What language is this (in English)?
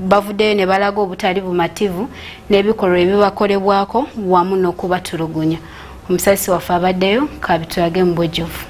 Ganda